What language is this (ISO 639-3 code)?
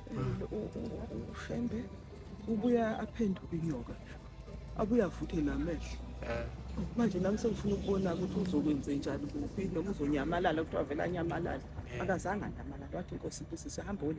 zul